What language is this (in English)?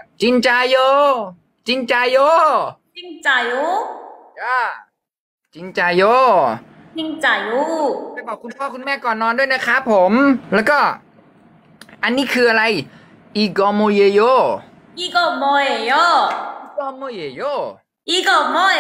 Thai